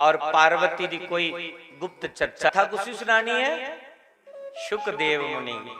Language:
Dogri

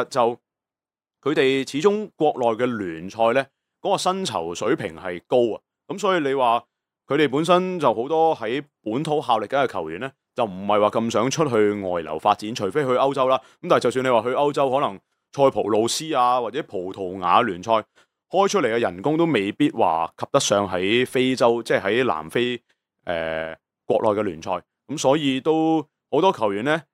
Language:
Cantonese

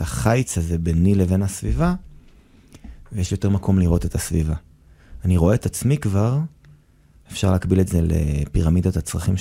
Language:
Hebrew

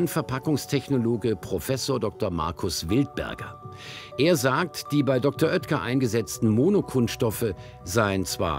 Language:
German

